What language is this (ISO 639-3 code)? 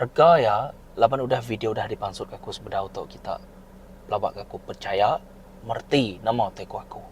iba